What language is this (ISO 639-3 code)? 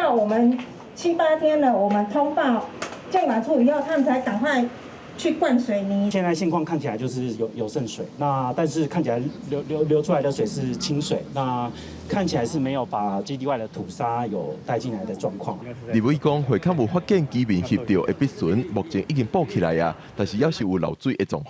nan